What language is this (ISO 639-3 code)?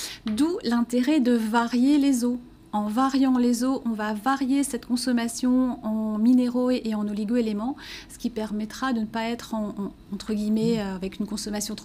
fra